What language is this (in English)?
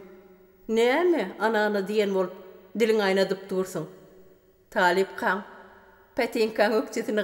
Turkmen